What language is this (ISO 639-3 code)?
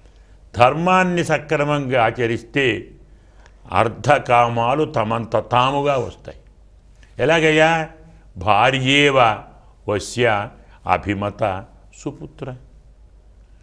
tel